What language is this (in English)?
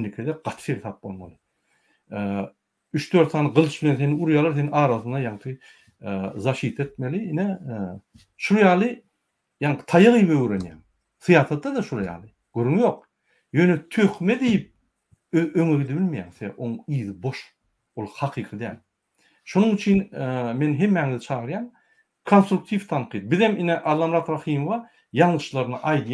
Turkmen